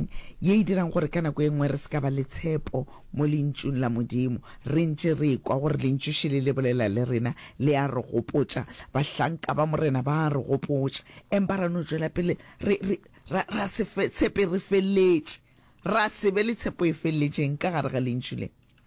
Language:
Northern Sotho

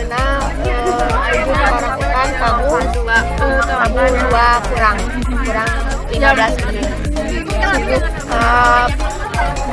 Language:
Sundanese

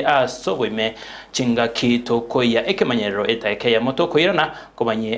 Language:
Gusii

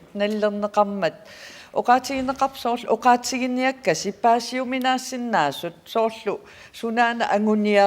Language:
Kalaallisut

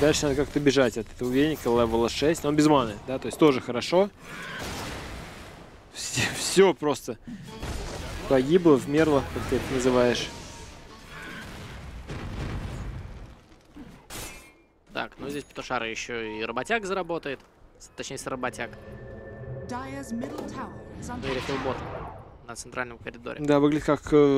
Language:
Russian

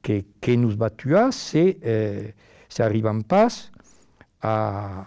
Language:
Occitan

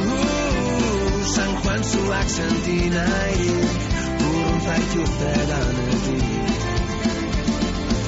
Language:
Basque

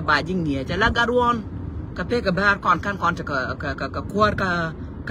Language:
Nuer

